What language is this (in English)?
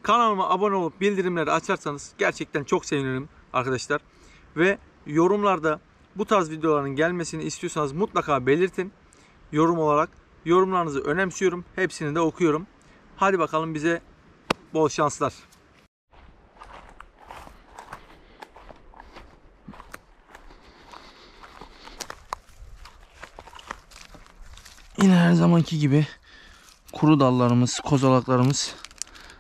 Turkish